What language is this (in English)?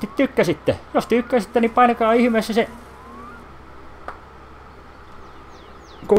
Finnish